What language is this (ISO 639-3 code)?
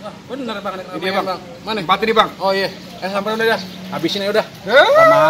bew